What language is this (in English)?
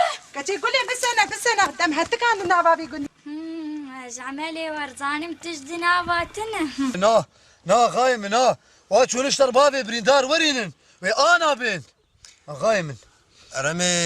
Kurdish